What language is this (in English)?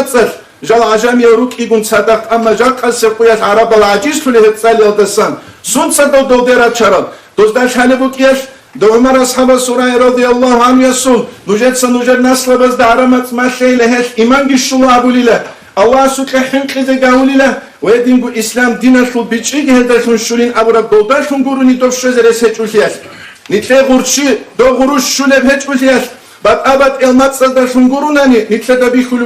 Avaric